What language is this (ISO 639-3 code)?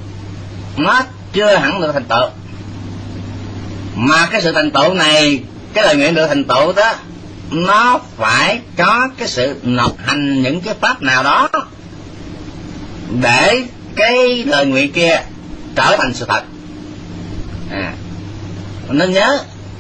vie